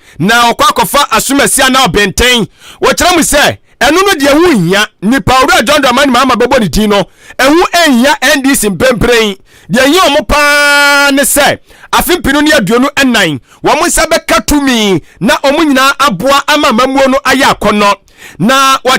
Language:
Akan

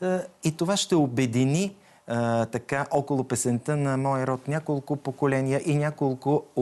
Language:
Bulgarian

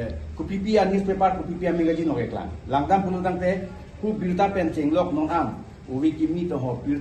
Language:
Karbi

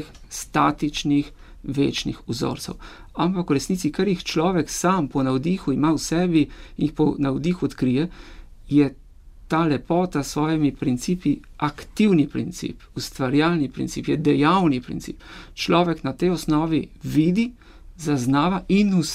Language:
Slovenian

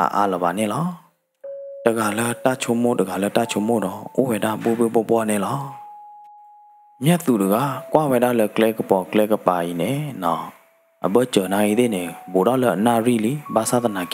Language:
S'gaw Karen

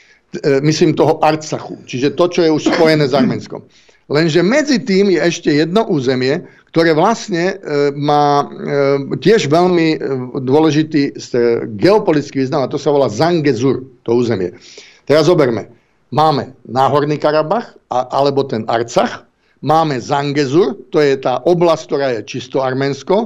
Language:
Slovak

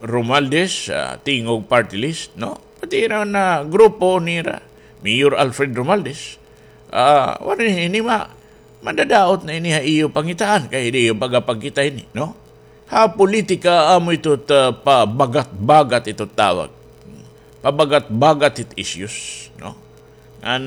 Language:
Waray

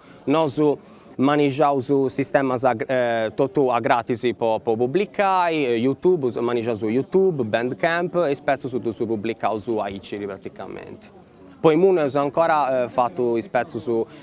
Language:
Sardinian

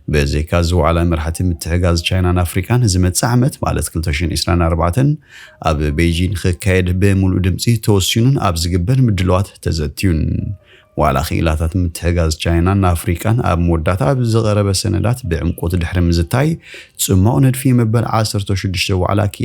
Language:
Tigrinya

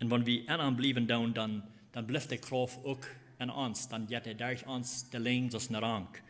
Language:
Plautdietsch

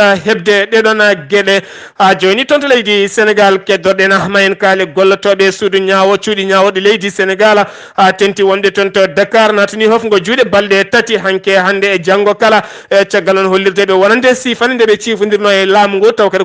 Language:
Fula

